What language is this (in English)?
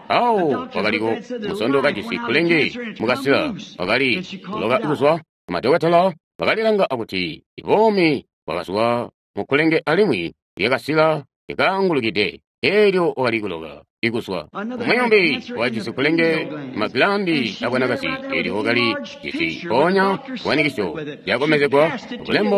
Tonga (Zambia)